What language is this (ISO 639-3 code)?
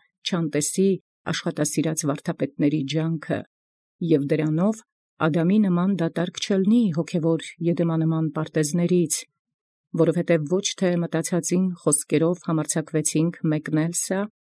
hye